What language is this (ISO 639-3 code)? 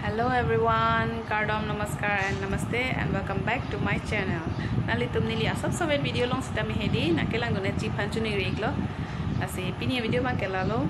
mjw